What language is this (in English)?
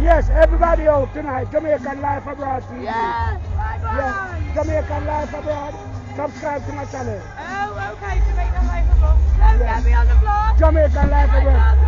Jamaican Creole English